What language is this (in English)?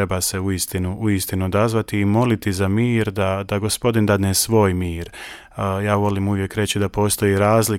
Croatian